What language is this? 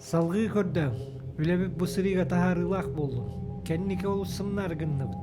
Yakut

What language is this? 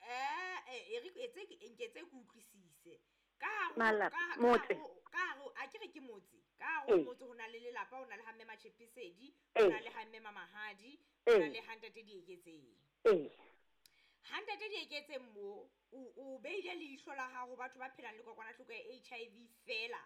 Southern Sotho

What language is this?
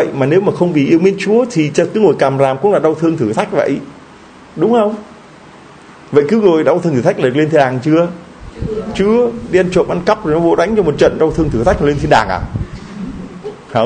Vietnamese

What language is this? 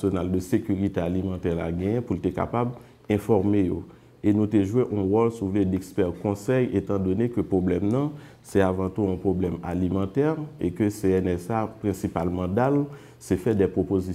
Haitian Creole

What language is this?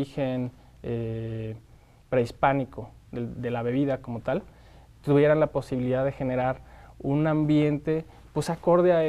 Spanish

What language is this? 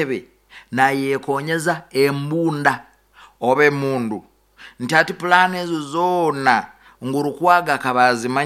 Nyoro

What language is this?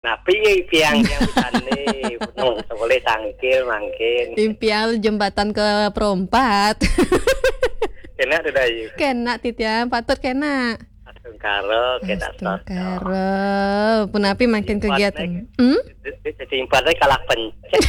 Balinese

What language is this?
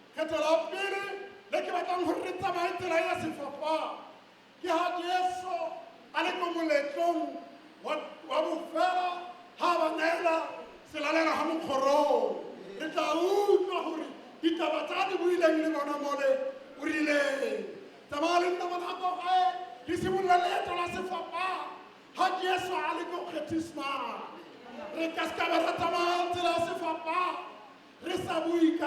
Tswana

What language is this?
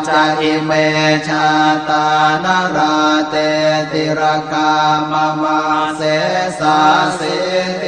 Pali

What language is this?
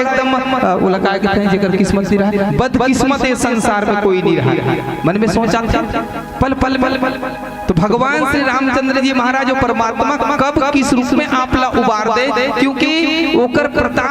Chhattisgarhi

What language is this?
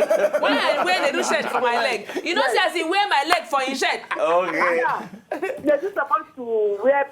Nigerian Pidgin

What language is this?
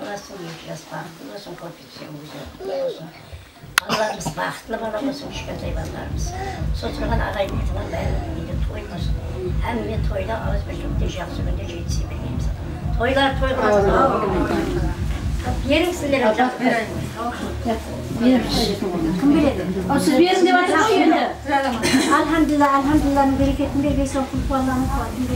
Kazakh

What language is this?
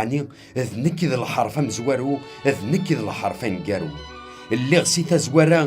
Kabyle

